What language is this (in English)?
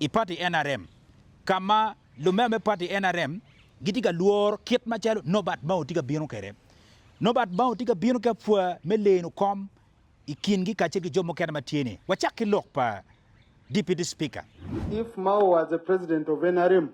Acoli